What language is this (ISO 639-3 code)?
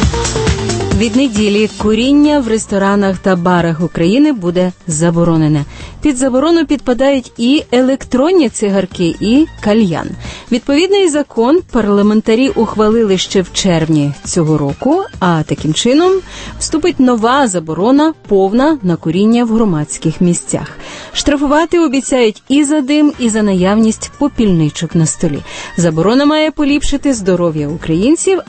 ukr